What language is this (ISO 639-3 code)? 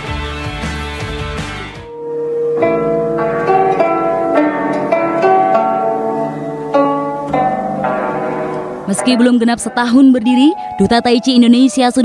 ind